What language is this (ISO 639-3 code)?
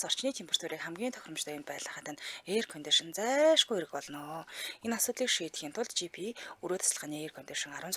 mon